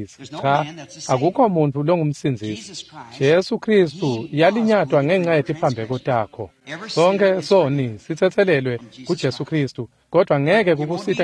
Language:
Swati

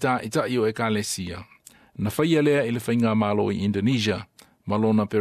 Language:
Samoan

